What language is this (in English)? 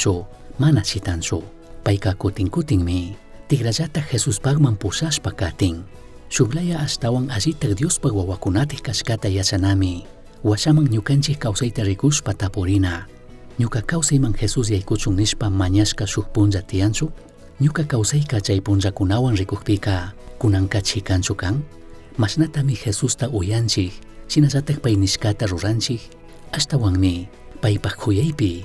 Chimborazo Highland Quichua